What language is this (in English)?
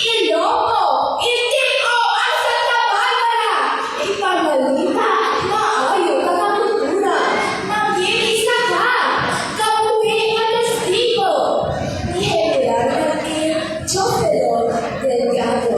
Hiligaynon